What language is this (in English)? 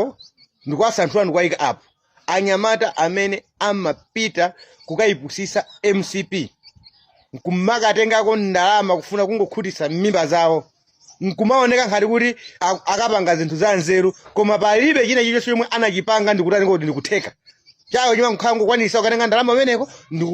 Nyanja